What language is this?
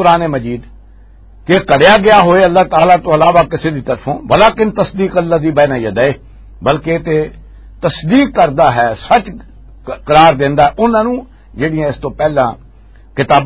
Western Panjabi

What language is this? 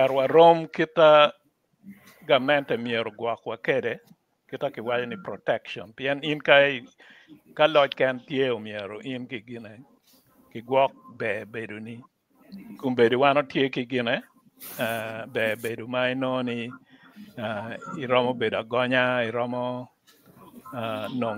Acoli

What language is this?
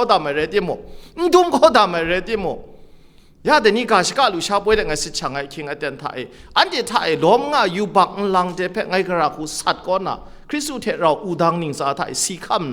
Kachin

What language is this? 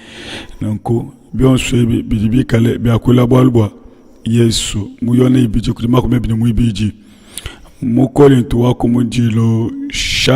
Luba-Lulua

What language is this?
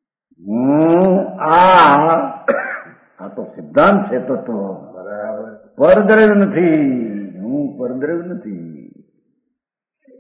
Gujarati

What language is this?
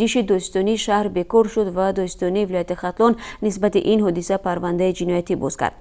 Tajik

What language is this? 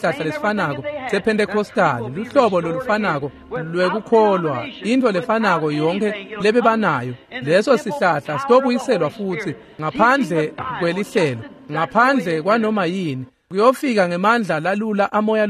Swati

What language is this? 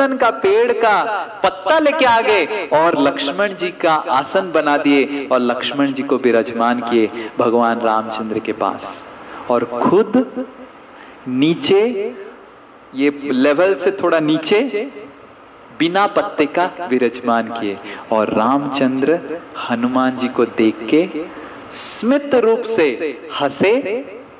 Hindi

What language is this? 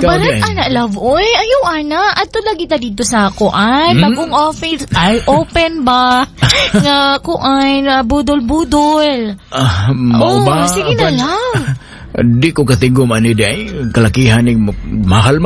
Cebuano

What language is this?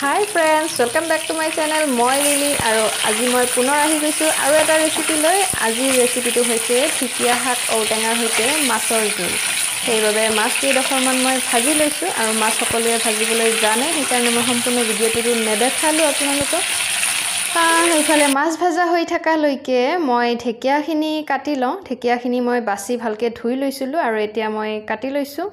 Assamese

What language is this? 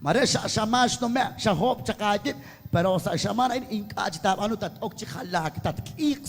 Kekchí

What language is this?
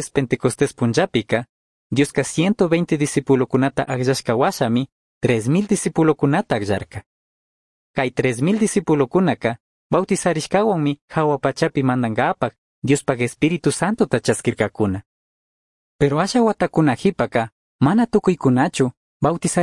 Chimborazo Highland Quichua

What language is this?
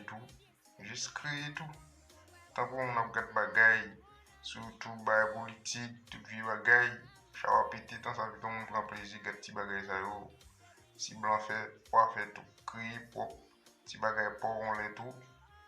Haitian Creole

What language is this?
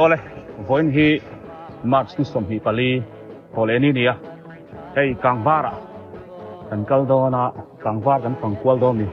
Biete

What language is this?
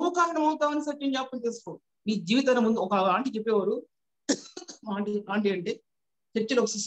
Telugu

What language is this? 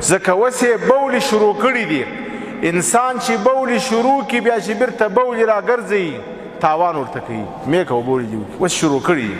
Pashto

